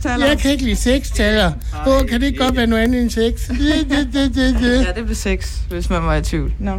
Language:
Danish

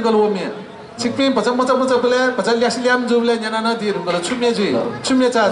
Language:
Newari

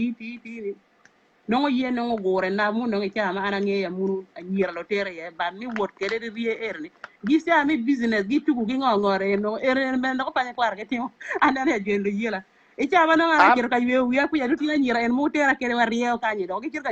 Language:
Acoli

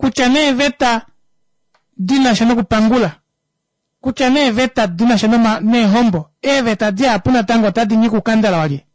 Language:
Kuanyama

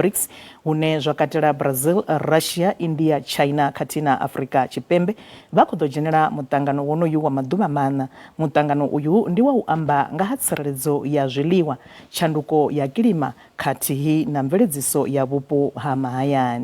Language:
Venda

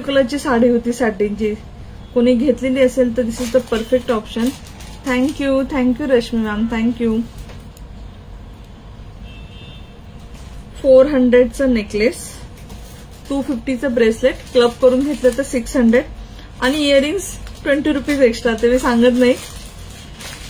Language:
Marathi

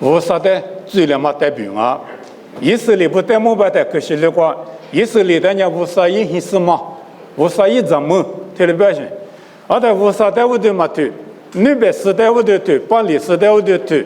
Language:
Lisu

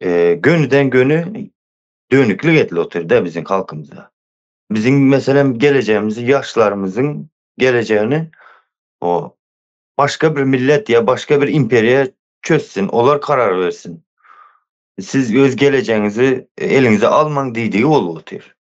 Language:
Turkmen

